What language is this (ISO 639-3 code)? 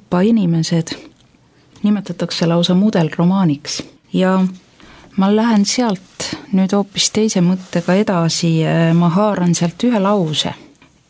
est